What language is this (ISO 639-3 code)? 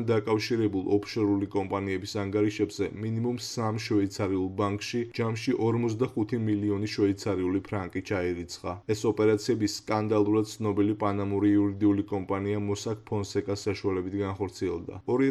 kat